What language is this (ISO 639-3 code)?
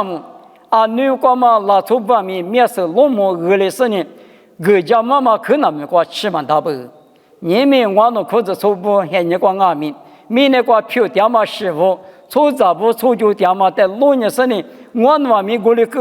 lis